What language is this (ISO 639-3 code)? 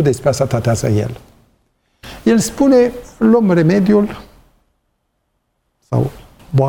ron